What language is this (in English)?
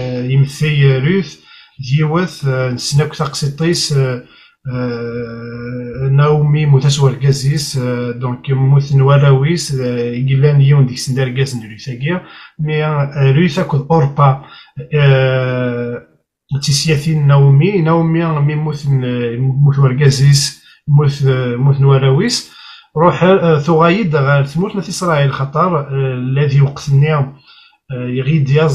Kabyle